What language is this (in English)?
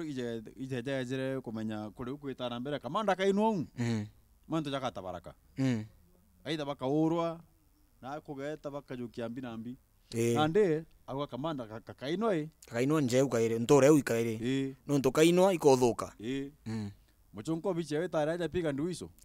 Meru